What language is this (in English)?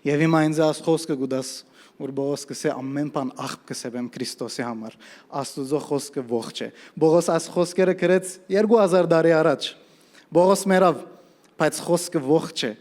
Western Armenian